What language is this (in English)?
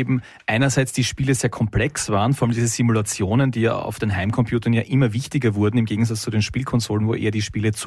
German